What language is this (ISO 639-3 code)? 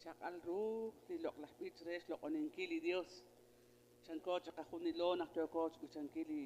kek